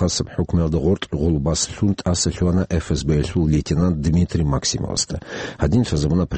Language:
Avaric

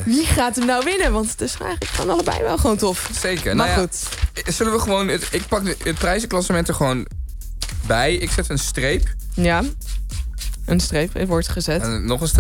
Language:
Dutch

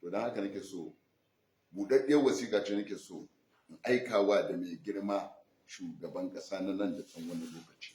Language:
Hausa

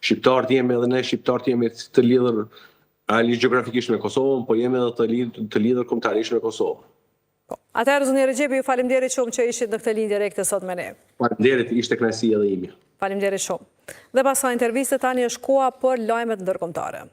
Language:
Albanian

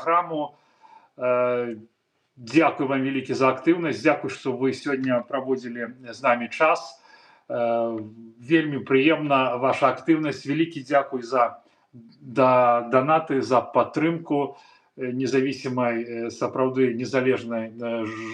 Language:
Belarusian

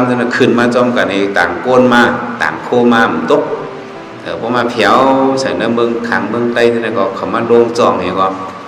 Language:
Shan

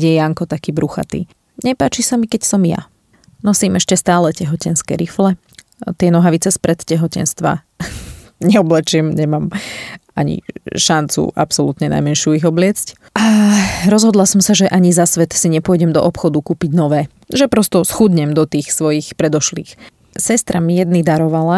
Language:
Slovak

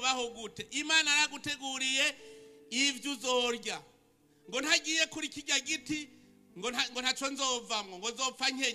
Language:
Rundi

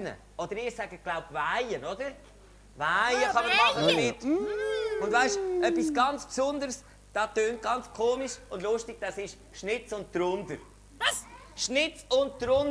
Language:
Swiss German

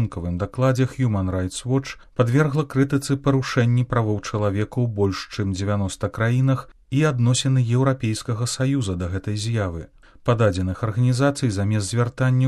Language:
Belarusian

